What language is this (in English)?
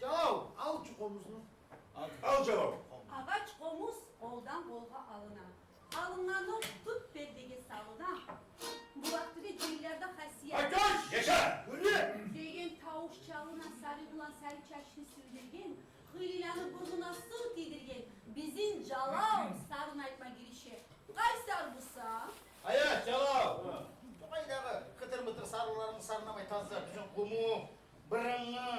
Kumyk